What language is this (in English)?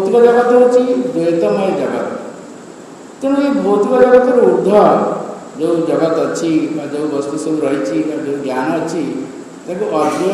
Odia